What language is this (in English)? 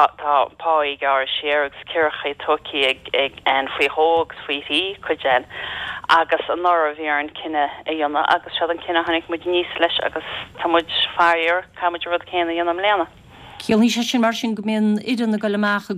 Irish